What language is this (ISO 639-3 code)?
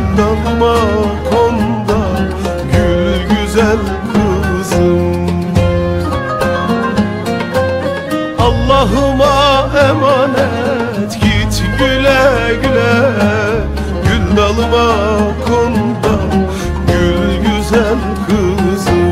tur